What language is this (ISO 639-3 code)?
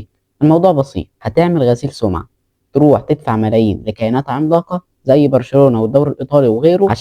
arz